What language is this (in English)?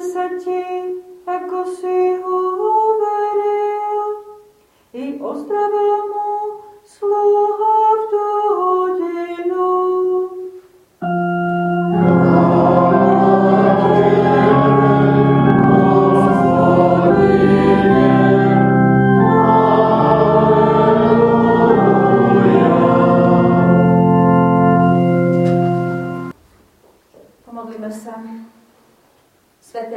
Slovak